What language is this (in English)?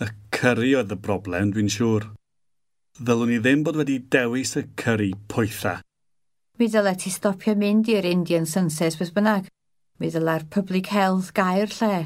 Welsh